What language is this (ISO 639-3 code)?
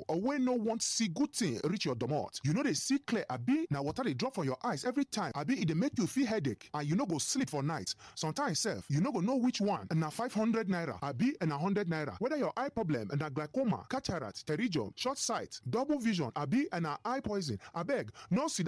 pcm